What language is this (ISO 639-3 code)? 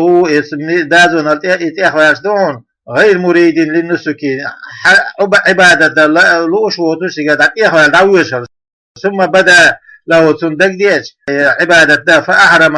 che